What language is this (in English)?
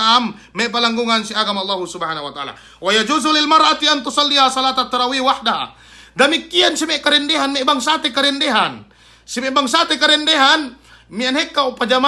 Yakan